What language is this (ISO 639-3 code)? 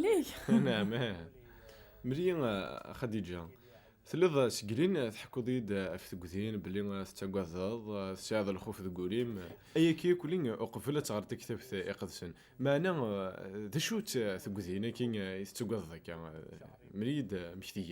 kab